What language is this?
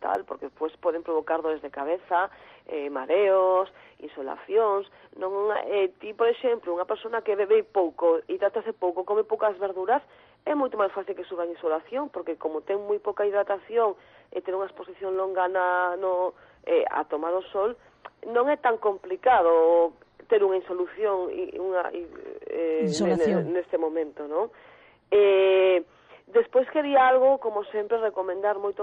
Galician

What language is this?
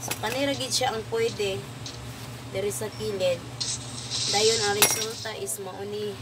Cebuano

